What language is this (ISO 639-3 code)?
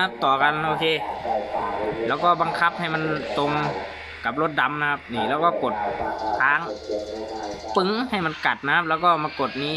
tha